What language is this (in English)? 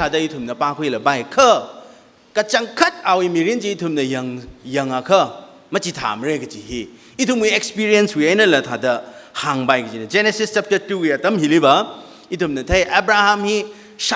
Tangkhul Naga (India)